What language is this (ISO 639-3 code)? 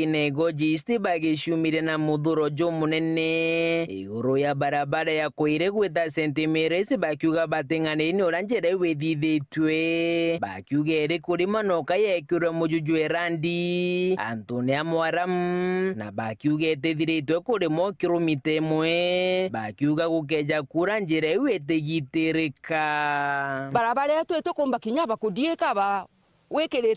mer